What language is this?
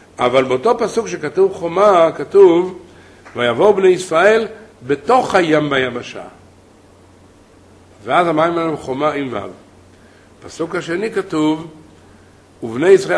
Hebrew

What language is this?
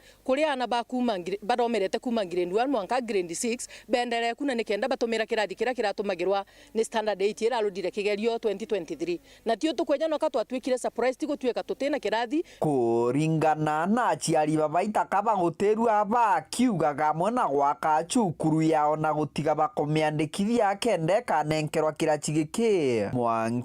Meru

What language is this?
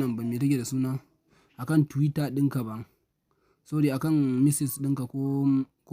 Hausa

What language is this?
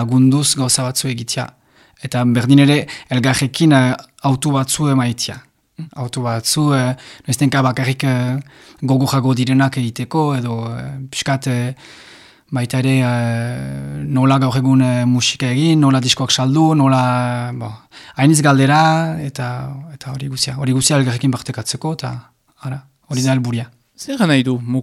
Basque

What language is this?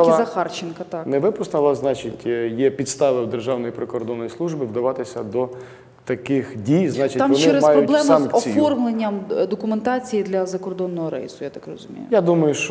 Ukrainian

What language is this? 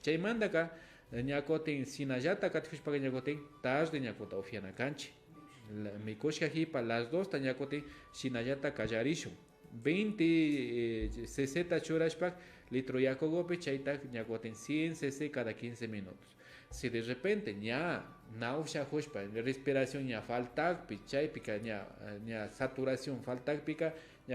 Imbabura Highland Quichua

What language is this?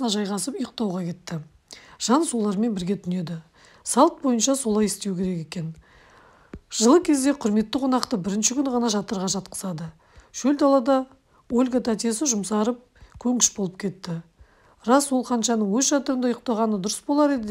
Kazakh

